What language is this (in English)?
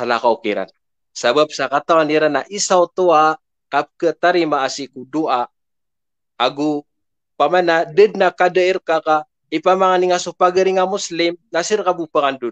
Maranao